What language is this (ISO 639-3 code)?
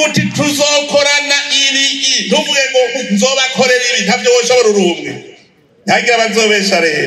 run